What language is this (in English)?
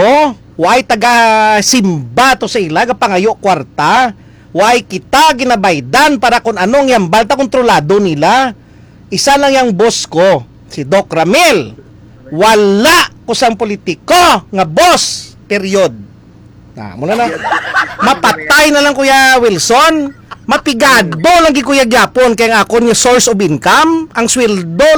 Hiligaynon